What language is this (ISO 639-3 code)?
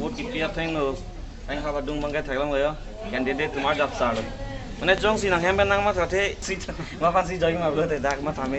mjw